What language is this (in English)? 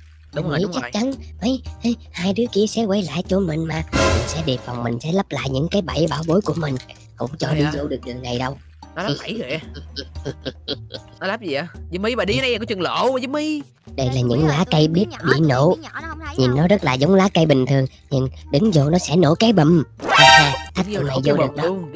Vietnamese